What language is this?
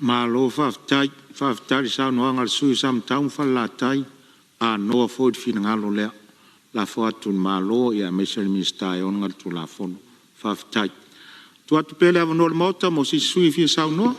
Samoan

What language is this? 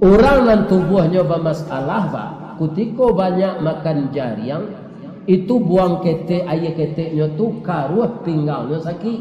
Minangkabau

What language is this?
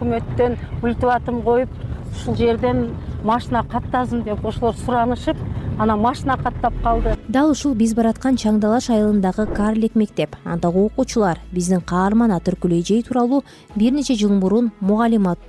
Kyrgyz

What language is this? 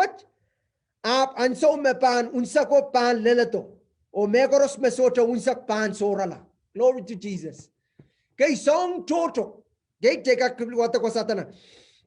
Pohnpeian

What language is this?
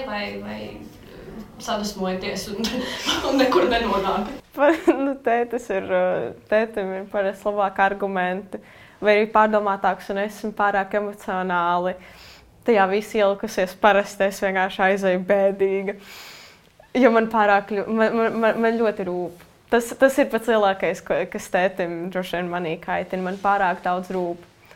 Latvian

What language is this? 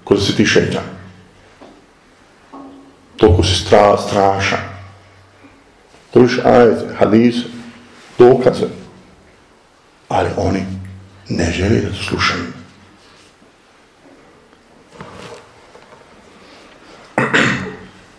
Bosnian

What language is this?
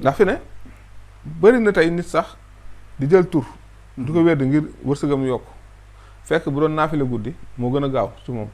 Wolof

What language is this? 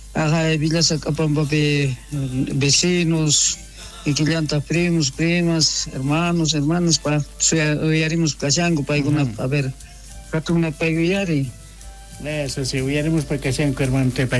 South Bolivian Quechua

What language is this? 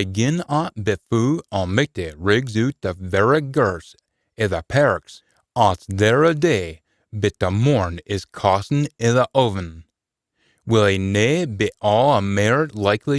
Scots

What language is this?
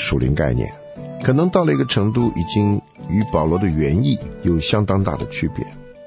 Chinese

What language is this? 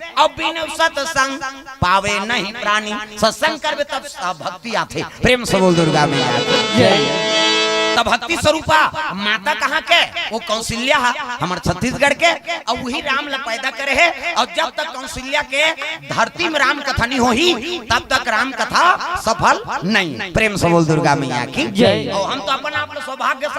Chhattisgarhi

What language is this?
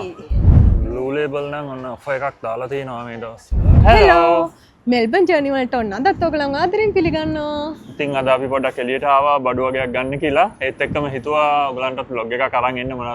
Sinhala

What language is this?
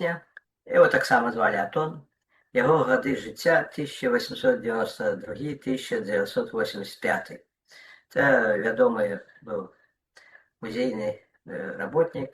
Belarusian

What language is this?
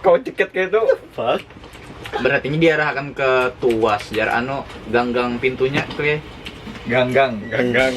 Banjar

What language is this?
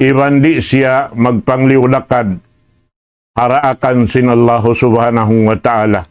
Tausug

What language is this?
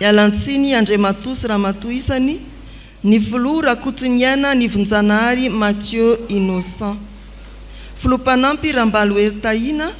Malagasy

